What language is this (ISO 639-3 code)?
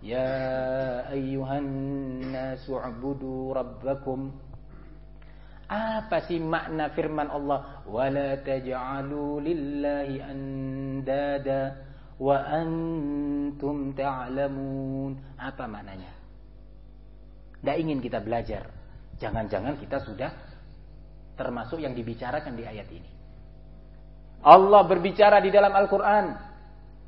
ind